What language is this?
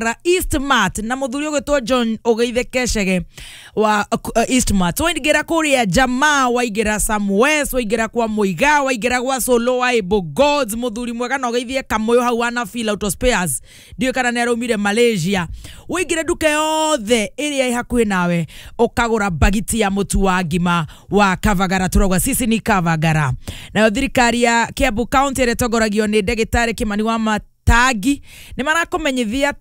Kikuyu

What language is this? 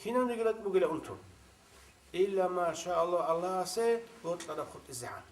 Avaric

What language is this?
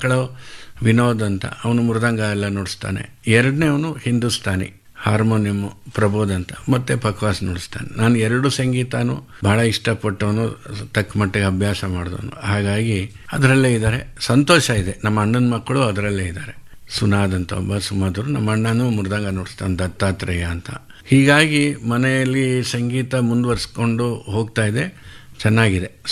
Kannada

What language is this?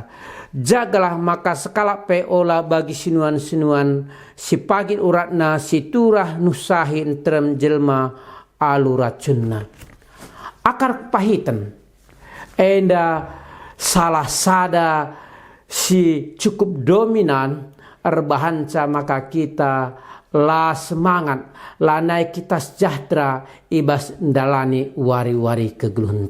Batak Karo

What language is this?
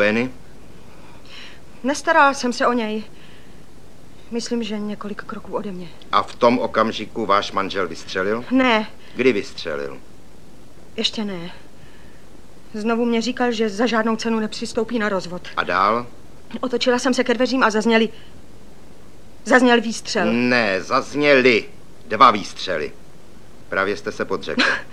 Czech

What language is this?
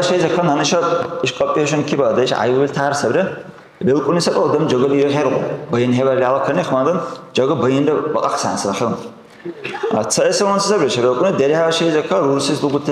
Dargwa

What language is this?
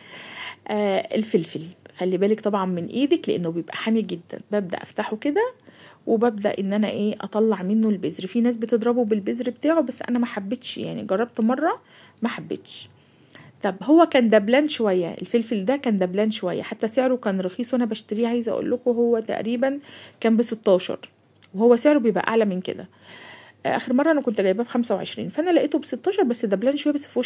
Egyptian Arabic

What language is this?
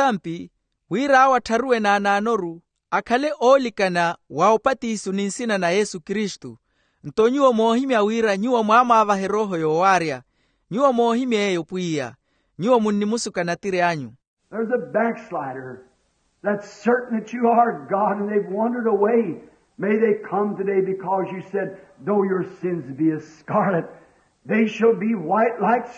Makhuwa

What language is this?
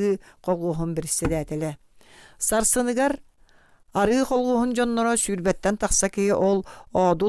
Yakut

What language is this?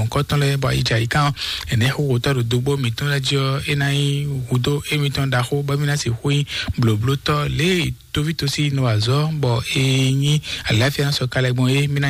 Fon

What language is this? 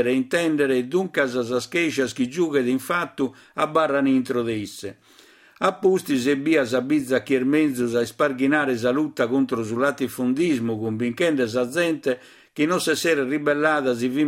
Sardinian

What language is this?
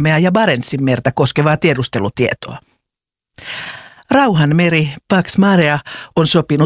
Finnish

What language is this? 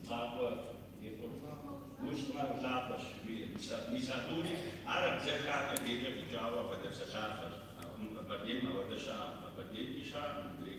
Kabardian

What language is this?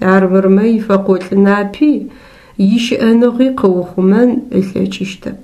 Adyghe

